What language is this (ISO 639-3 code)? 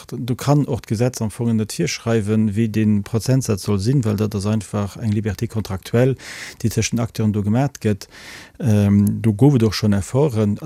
ltz